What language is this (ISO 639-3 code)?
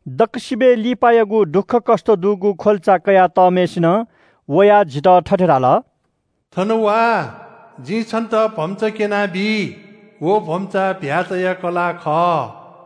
new